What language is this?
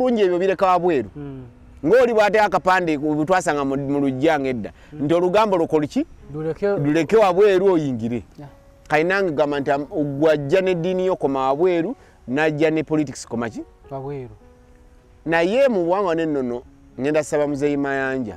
Ganda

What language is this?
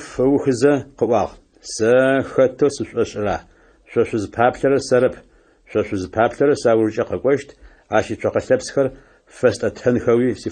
Adyghe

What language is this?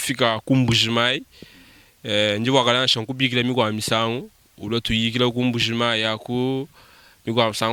Luba-Lulua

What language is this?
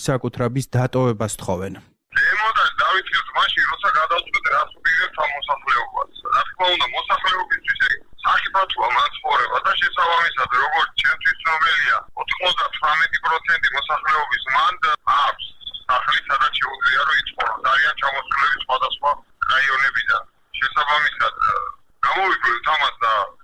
Georgian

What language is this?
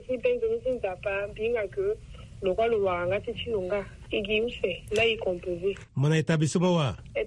Sango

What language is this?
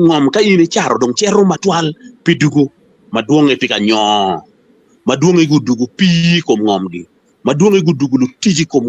Acoli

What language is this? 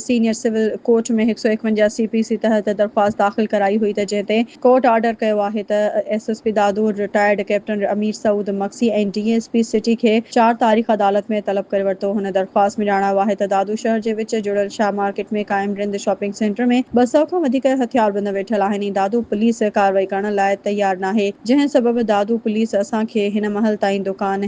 Sindhi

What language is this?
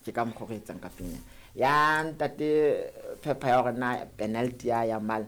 Southern Sotho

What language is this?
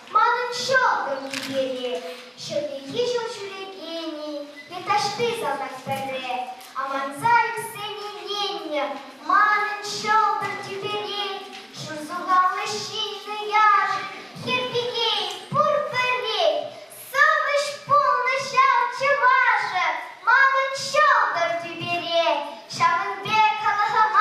Chuvash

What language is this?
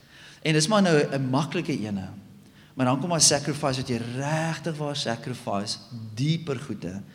Afrikaans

